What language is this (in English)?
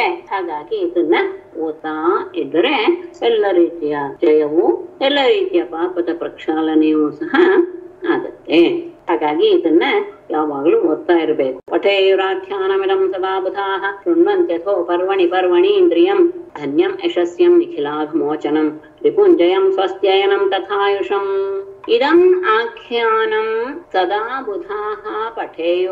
Kannada